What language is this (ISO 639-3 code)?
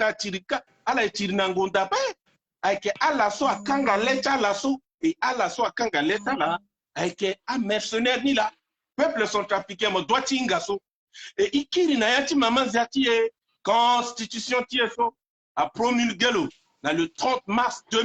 sag